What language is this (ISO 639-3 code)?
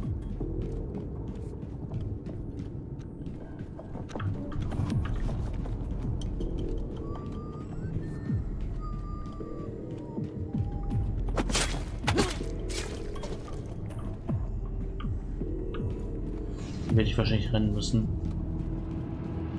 deu